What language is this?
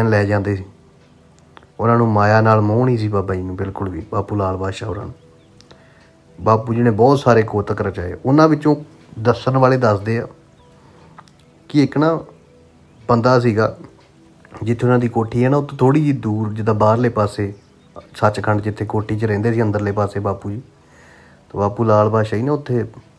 Punjabi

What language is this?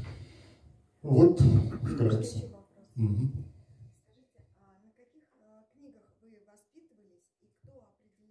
Russian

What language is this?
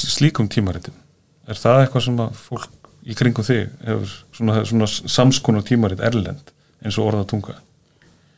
Icelandic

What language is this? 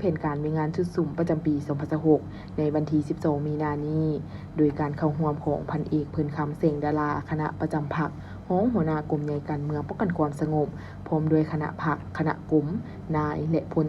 Lao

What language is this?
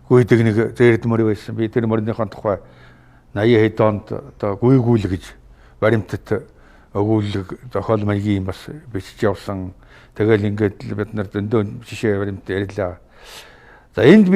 Mongolian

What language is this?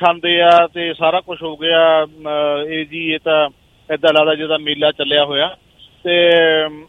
Punjabi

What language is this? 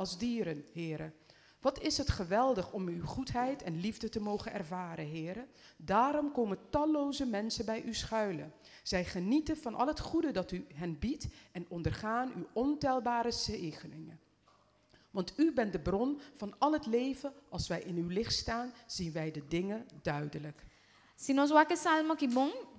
Papiamento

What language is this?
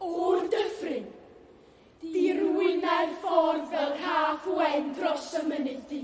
Welsh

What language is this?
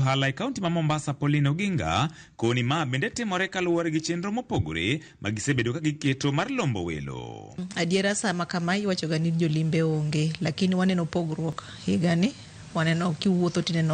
Luo (Kenya and Tanzania)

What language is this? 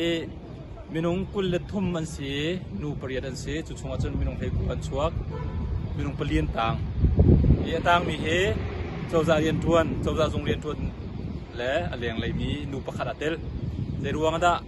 Hakha Chin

